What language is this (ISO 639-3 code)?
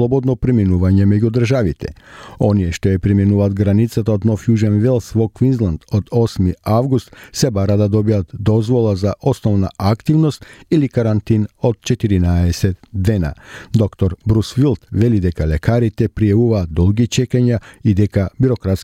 mkd